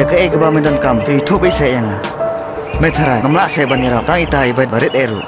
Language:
Khasi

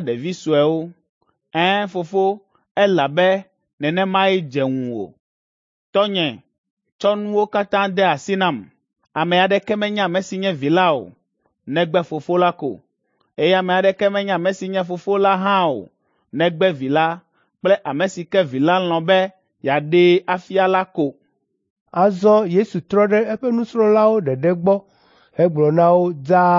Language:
Ewe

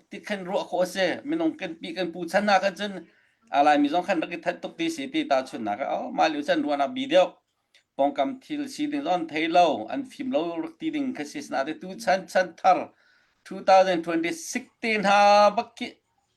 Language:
Hakha Chin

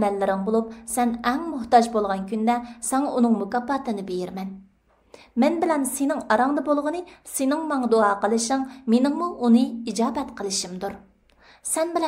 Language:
Uyghur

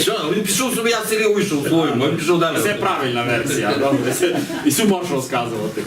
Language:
Rusyn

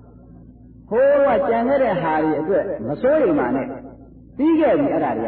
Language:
Burmese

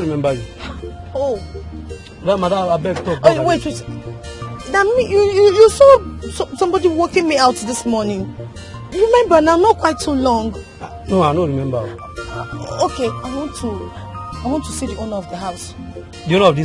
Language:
Nigerian Pidgin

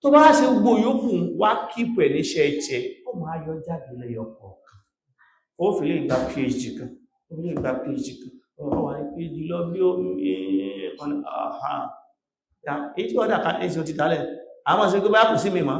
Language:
Yoruba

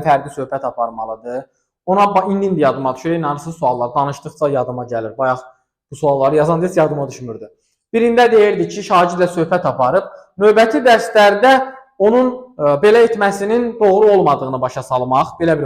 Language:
Azerbaijani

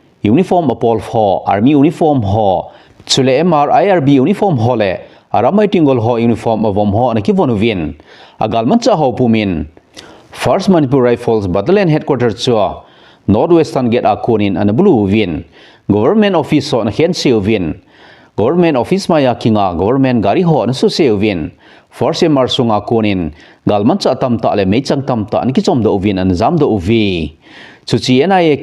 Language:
Thado Chin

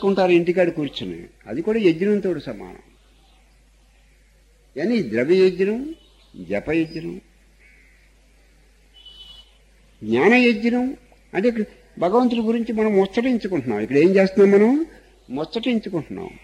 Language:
Telugu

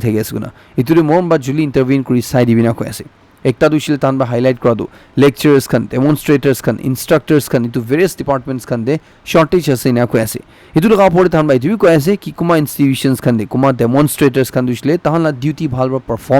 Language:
Naga Pidgin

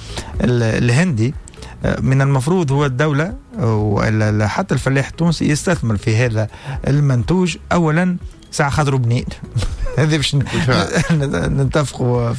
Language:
Tunisian Arabic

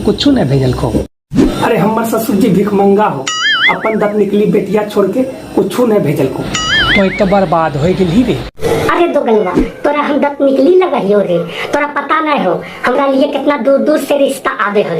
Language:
Magahi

